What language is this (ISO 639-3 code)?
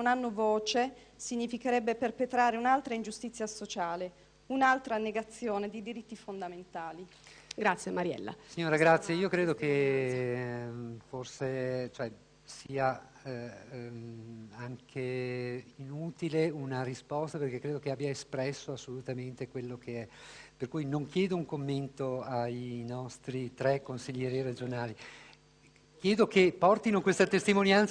ita